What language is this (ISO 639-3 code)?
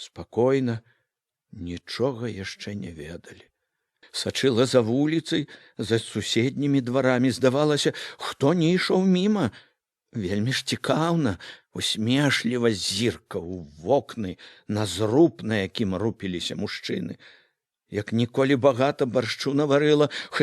bel